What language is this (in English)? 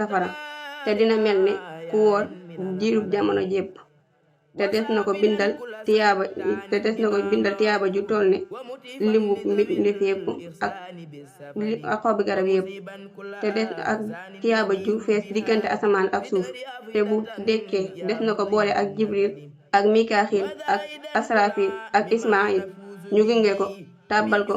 Wolof